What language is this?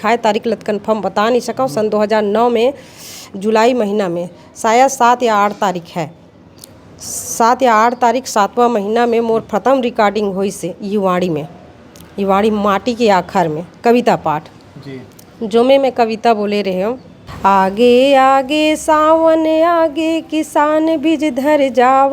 Chhattisgarhi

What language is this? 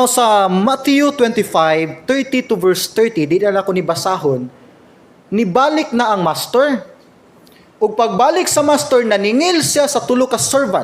Cebuano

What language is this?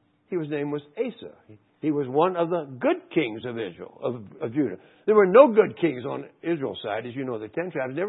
English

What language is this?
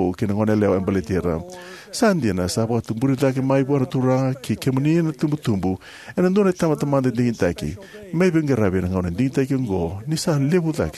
Fijian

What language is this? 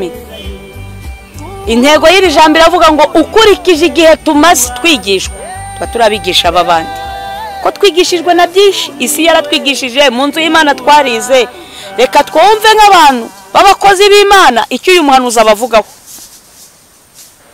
Kinyarwanda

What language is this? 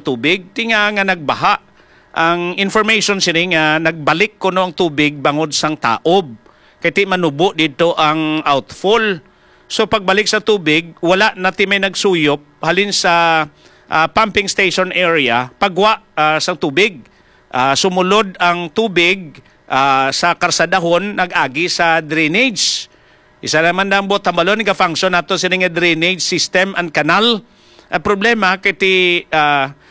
Hiligaynon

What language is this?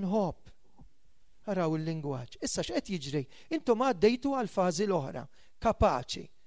Maltese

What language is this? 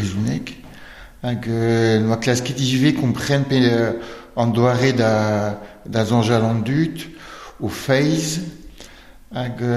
Breton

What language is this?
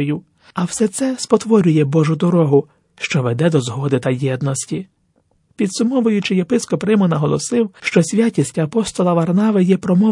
Ukrainian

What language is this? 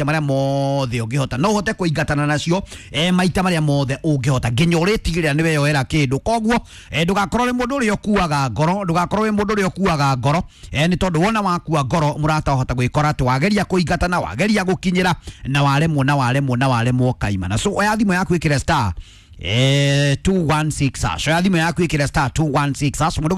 Kikuyu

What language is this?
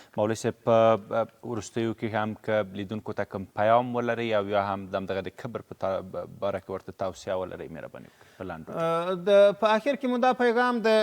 Pashto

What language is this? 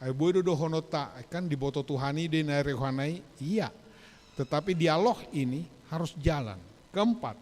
Batak Toba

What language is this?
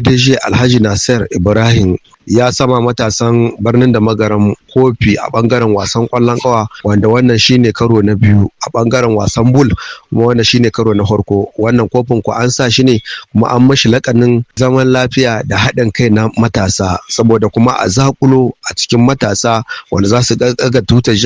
Hausa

